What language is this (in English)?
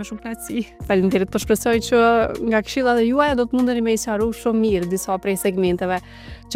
Albanian